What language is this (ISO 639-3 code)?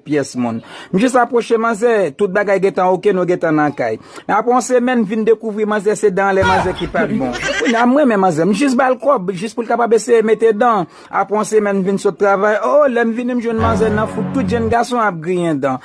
hat